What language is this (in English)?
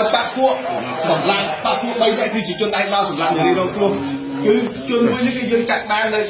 Khmer